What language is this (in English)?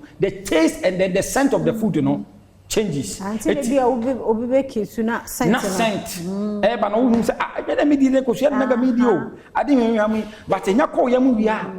Akan